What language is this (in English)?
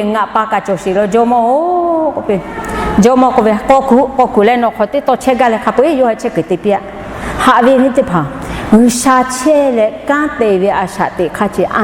Lahu